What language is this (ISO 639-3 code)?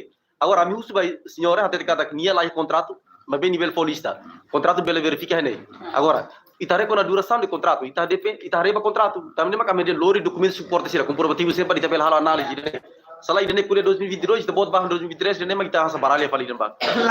tet